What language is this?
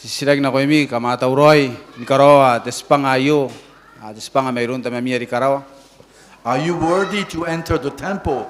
Gilbertese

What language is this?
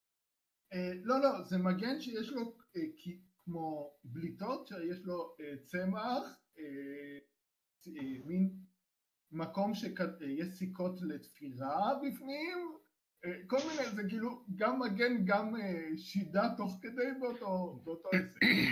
Hebrew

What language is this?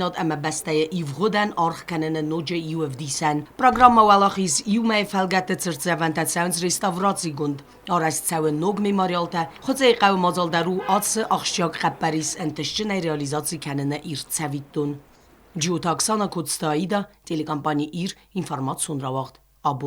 Ossetic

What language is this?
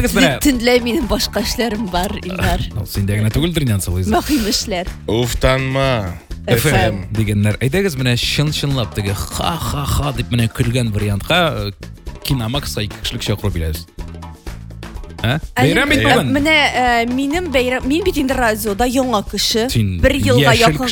Tatar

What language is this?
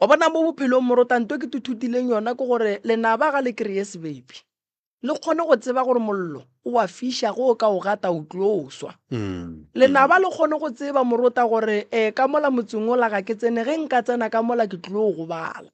Northern Sotho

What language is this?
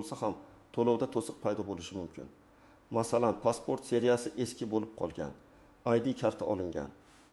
Uzbek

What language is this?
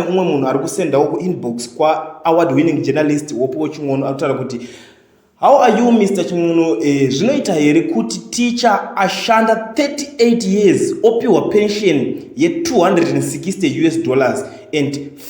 Shona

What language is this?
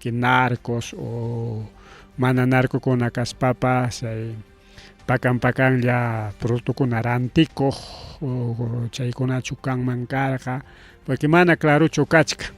Ayacucho Quechua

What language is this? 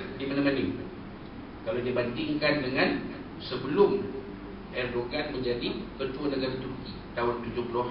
Malay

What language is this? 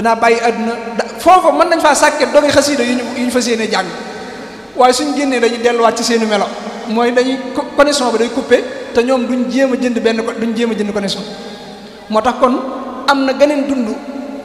Wolof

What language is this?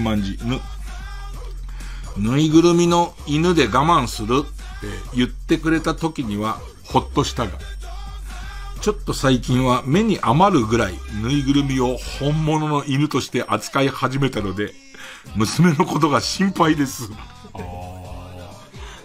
Japanese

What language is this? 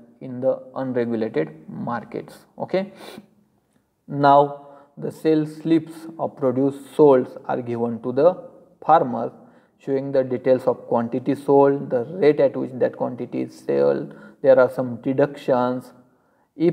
English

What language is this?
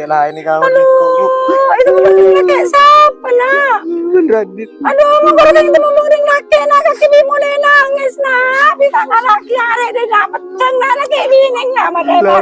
Madurese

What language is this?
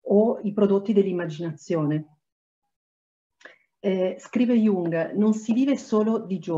Italian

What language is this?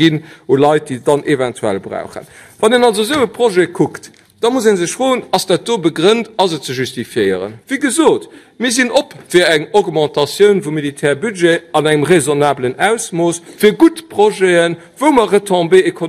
Luxembourgish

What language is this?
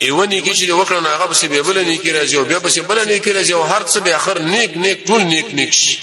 Pashto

